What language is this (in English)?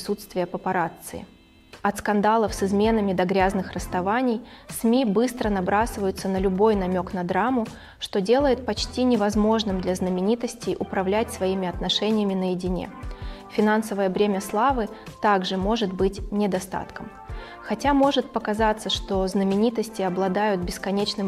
Russian